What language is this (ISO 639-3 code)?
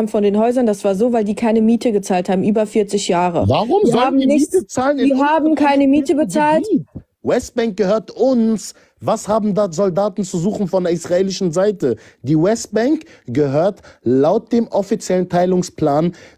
deu